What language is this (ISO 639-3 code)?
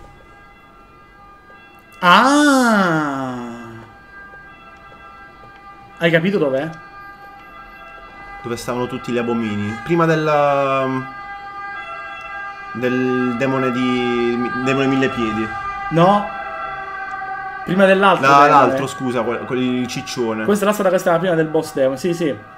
ita